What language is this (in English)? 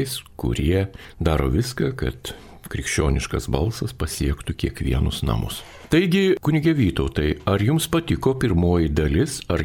Lithuanian